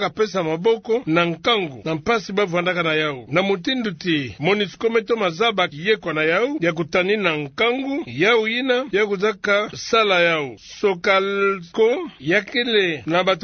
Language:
Kituba (Democratic Republic of Congo)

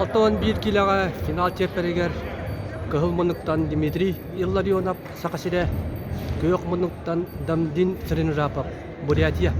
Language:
Yakut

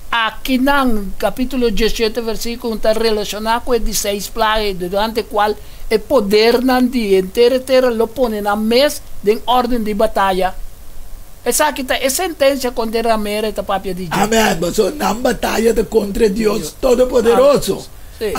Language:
Papiamento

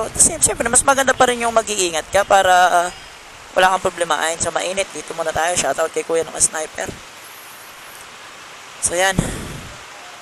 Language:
Filipino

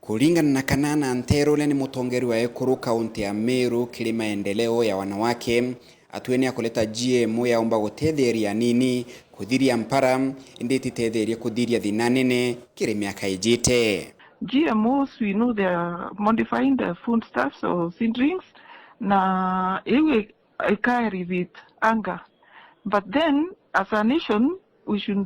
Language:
Meru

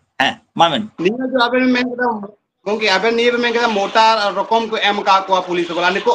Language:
Santali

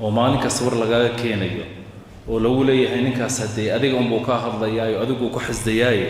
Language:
Somali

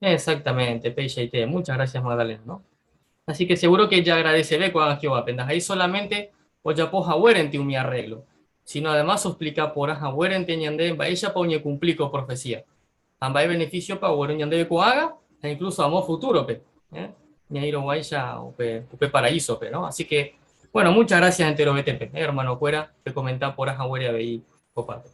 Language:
Guarani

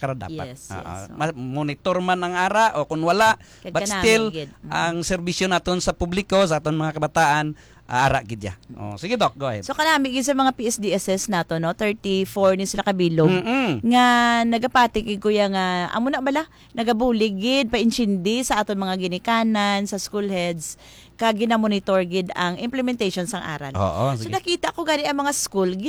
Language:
Hiligaynon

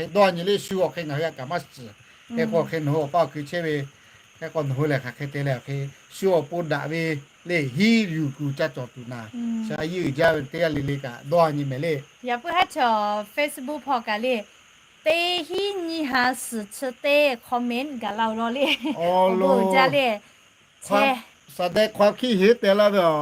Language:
Lahu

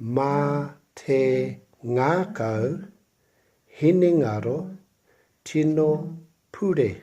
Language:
Māori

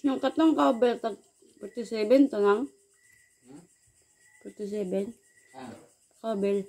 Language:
Cebuano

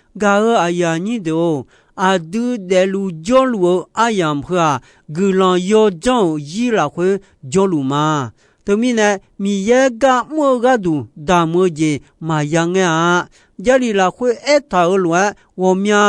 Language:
Akha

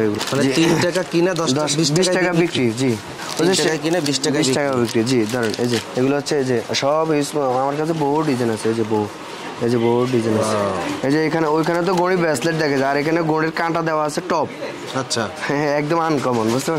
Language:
Bangla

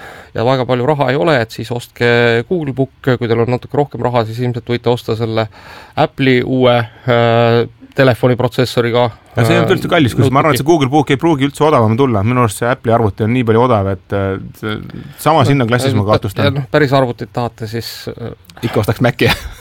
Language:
Estonian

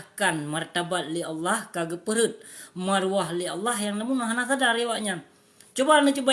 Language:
Achinese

